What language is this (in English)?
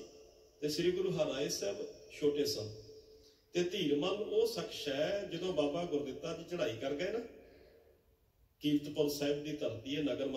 Punjabi